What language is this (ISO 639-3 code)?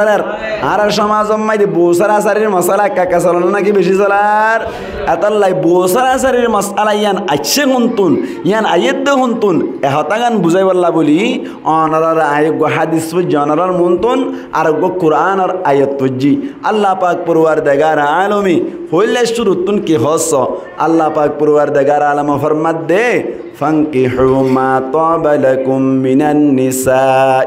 rhg